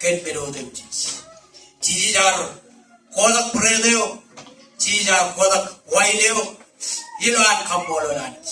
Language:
Marshallese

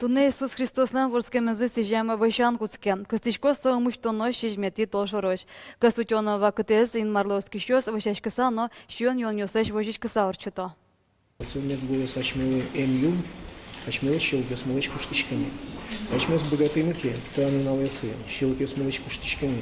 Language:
Udmurt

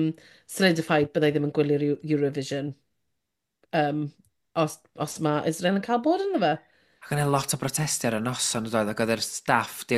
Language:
Welsh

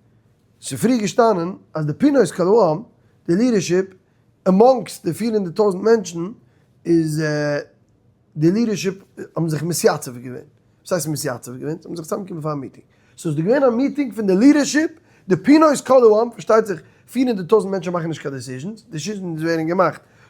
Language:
Yiddish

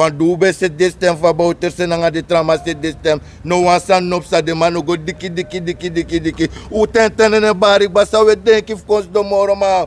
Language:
Sranan Tongo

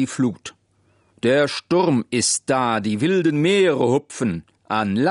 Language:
Luxembourgish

